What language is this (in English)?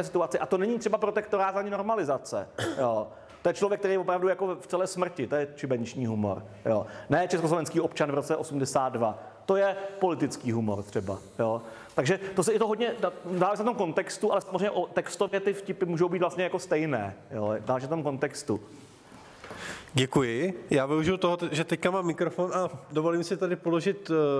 Czech